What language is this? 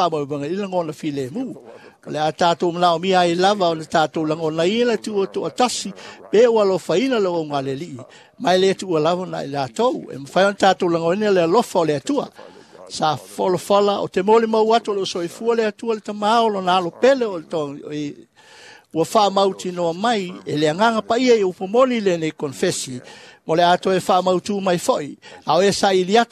Samoan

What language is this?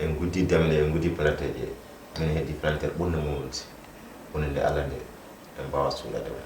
Fula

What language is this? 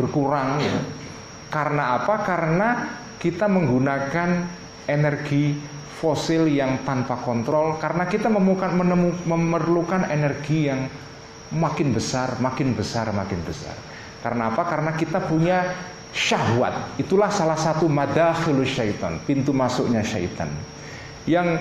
Indonesian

